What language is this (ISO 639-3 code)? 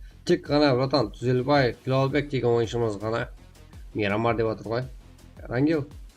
kaa